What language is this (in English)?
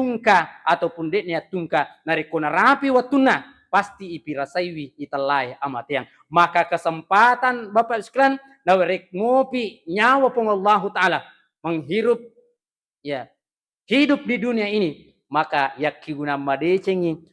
Buginese